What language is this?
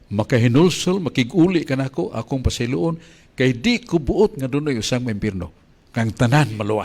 Cebuano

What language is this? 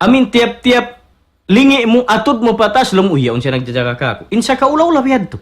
Tausug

